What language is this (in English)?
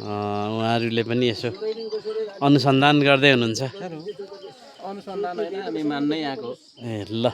Nepali